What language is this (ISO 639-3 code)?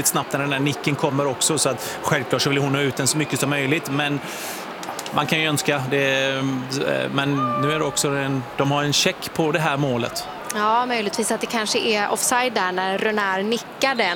swe